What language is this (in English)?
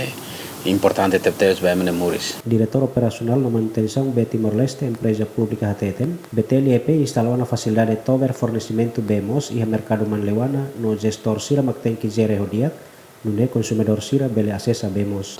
Tetum